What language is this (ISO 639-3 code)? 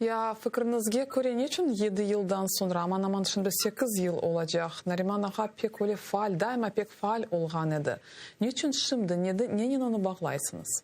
crh